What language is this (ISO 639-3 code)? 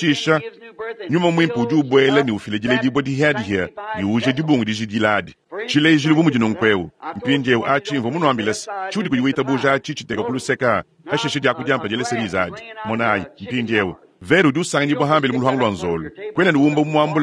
lua